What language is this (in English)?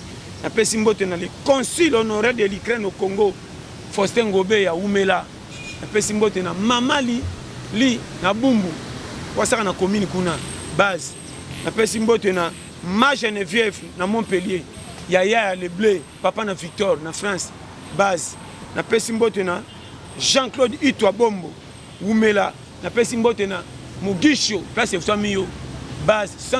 Lingala